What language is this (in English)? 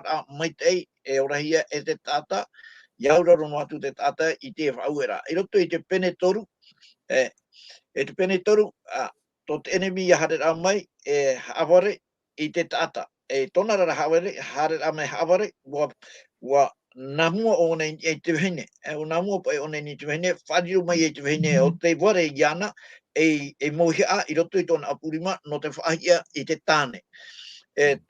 Tahitian